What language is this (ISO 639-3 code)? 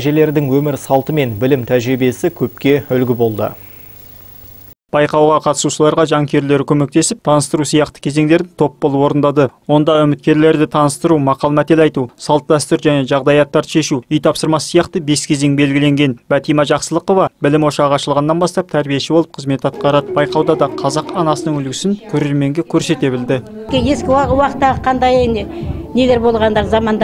kaz